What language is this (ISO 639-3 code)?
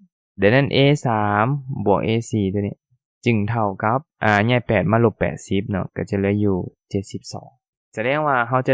lao